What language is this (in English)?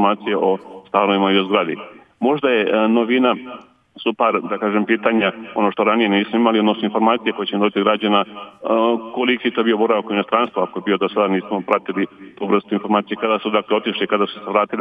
Serbian